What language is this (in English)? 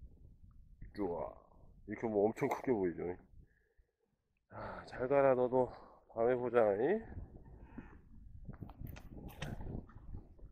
Korean